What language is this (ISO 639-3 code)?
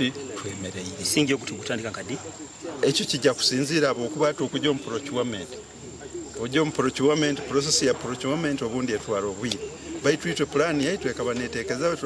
nyn